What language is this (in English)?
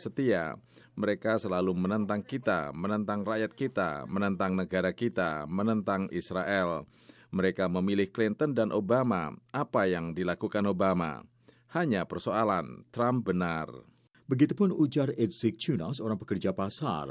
Indonesian